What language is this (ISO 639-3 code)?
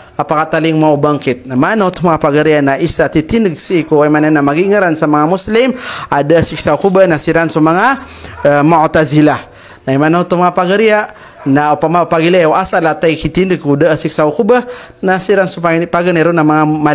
mrw